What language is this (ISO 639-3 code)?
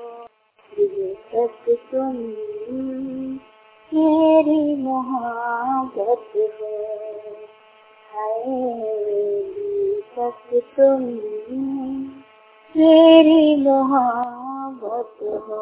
hin